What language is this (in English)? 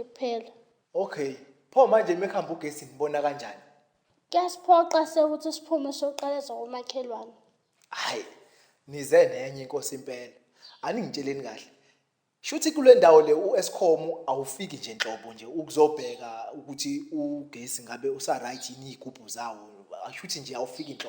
Zulu